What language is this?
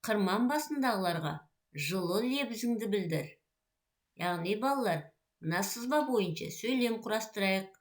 Kazakh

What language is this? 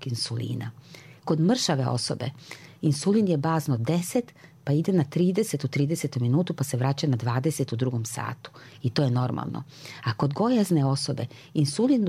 Serbian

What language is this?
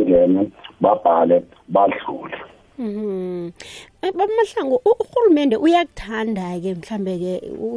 South Ndebele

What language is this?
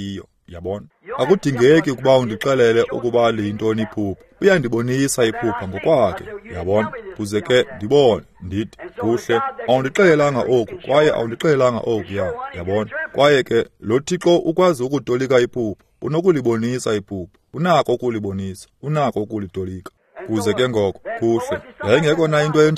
Xhosa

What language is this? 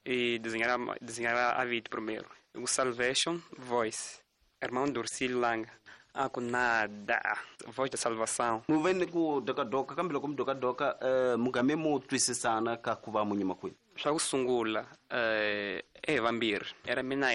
Tsonga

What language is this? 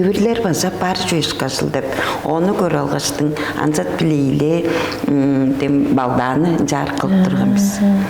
Tuvinian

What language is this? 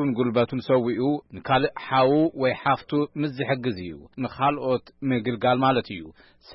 Tigrinya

